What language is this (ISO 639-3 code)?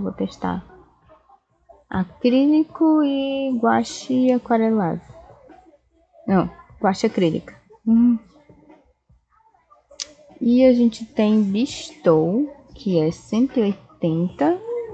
por